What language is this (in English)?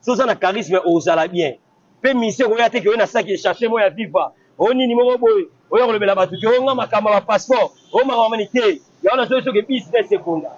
Lingala